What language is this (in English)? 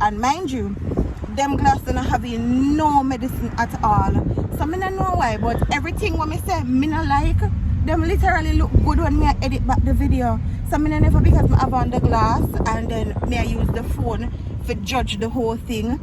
Jamaican Creole English